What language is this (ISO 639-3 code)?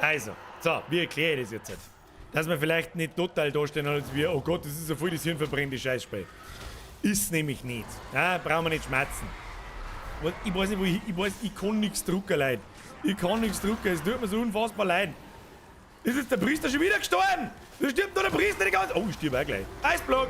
bar